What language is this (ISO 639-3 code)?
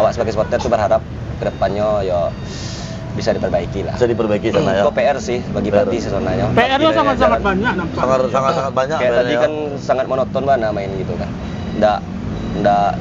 min